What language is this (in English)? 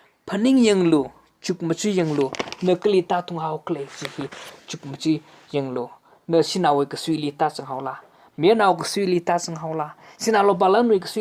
Tangkhul Naga (India)